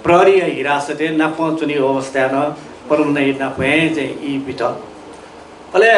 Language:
Newari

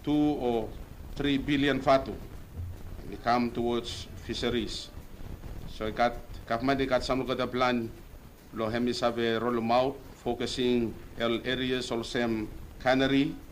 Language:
Bislama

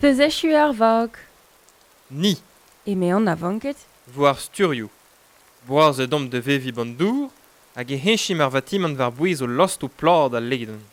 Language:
Breton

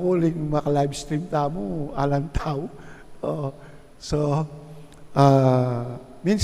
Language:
Pampanga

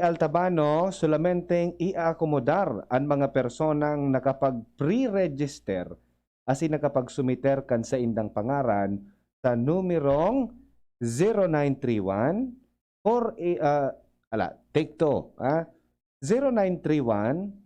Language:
Bikol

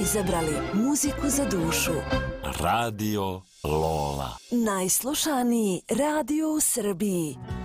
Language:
Serbian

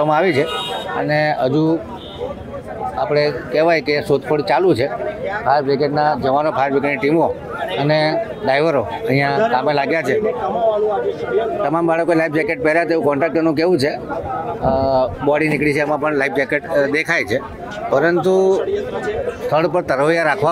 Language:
Gujarati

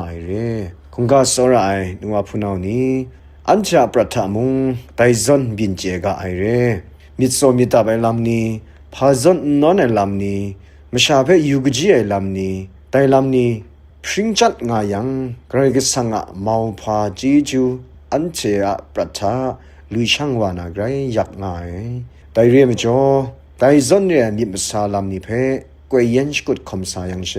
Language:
Kachin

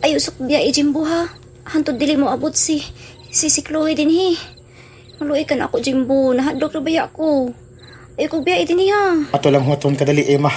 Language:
Cebuano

